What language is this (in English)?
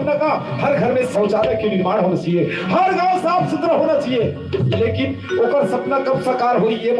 Chhattisgarhi